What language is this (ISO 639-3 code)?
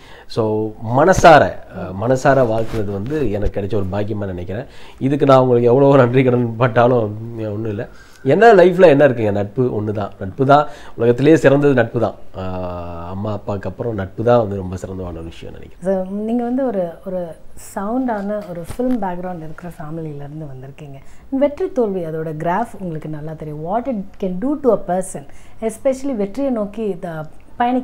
tam